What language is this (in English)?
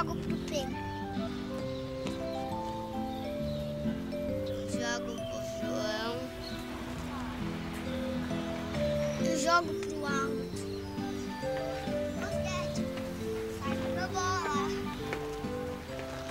Portuguese